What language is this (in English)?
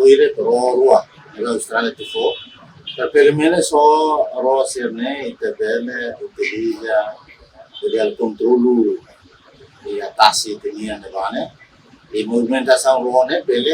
Tetum